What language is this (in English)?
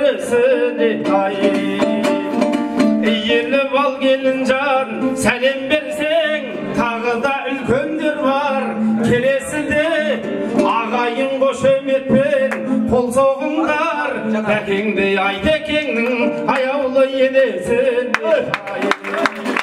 Kazakh